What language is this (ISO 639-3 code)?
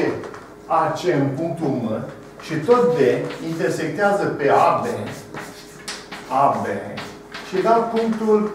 ron